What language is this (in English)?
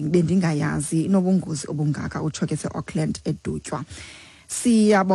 Xhosa